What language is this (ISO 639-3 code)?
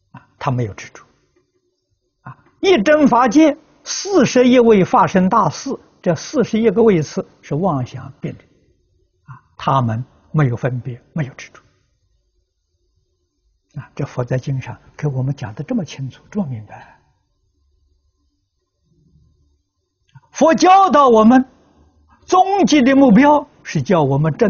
zho